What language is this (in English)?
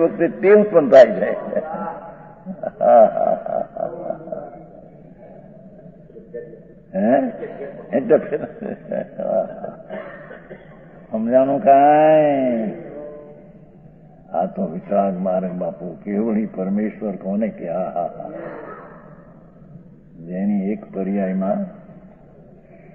Gujarati